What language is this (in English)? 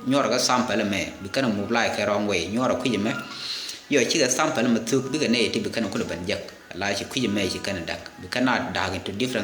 Nuer